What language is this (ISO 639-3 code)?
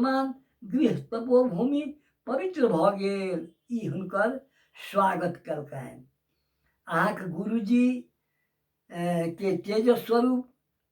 mai